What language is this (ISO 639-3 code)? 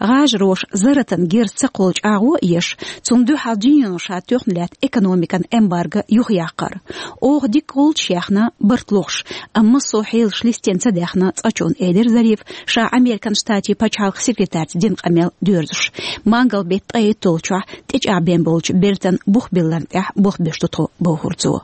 che